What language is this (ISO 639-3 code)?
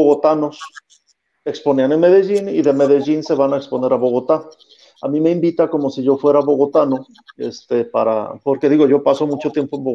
spa